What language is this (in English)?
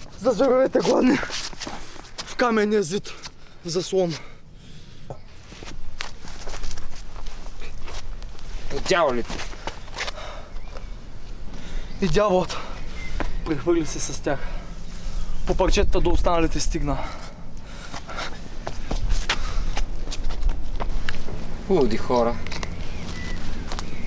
Bulgarian